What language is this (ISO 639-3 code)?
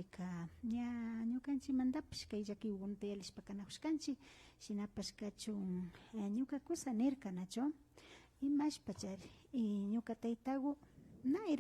qvi